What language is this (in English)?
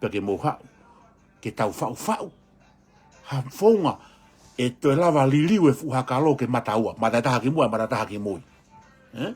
Tongan